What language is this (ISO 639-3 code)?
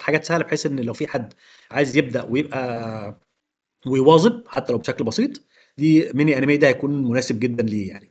arz